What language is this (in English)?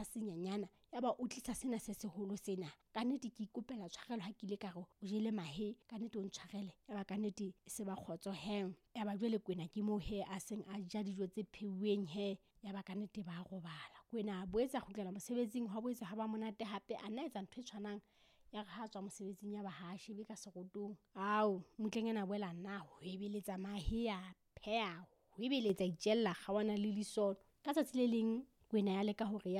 Southern Sotho